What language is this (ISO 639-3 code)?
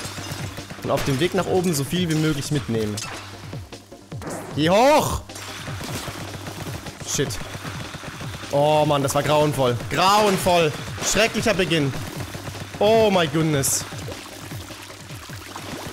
deu